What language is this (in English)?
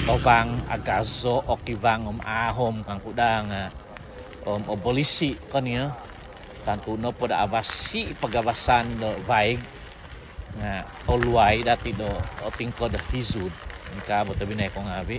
Central Dusun